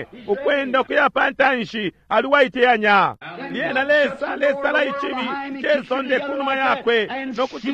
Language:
Bemba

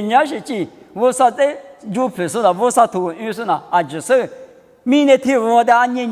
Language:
Lisu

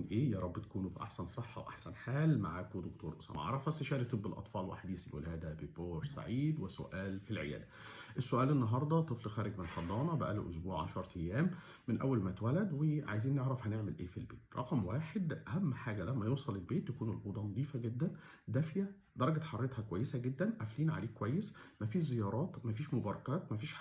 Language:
Egyptian Arabic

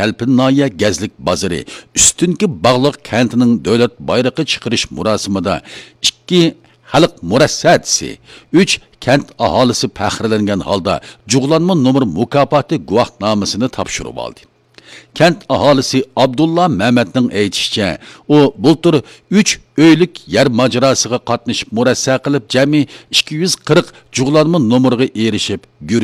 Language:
Uyghur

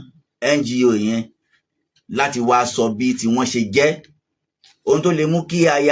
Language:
Yoruba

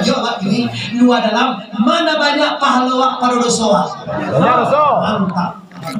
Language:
Minangkabau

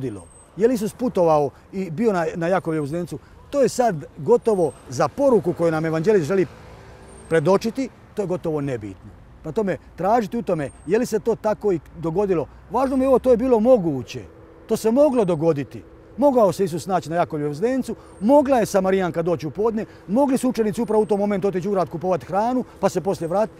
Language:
Croatian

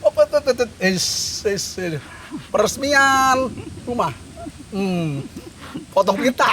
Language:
Betawi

